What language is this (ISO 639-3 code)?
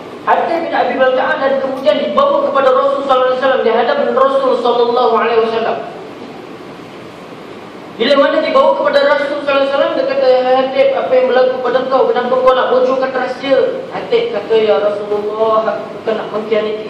msa